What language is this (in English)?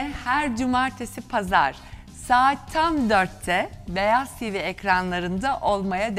Turkish